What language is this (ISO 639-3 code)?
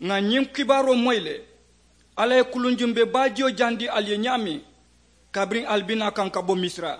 man